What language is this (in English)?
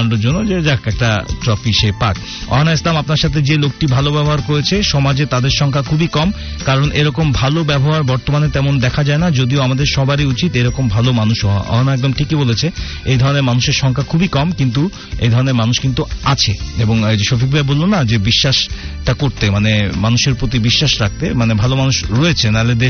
Bangla